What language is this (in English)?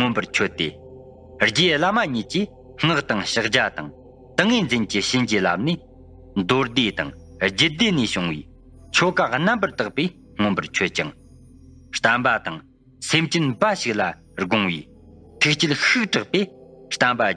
Tibetan